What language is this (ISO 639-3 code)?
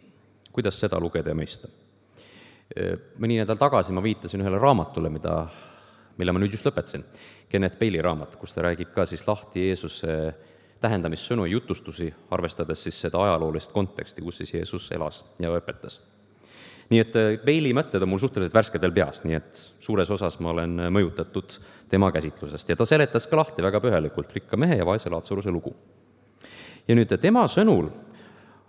est